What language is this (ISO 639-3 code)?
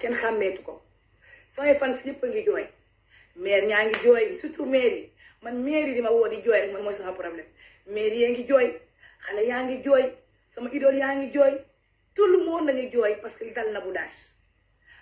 wol